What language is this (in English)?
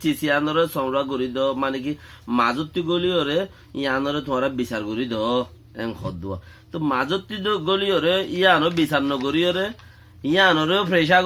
Rohingya